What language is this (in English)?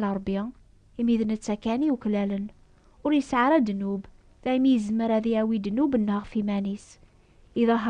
Kabyle